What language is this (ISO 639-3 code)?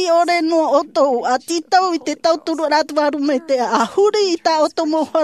tah